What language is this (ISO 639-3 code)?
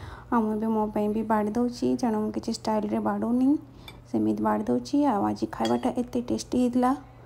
ori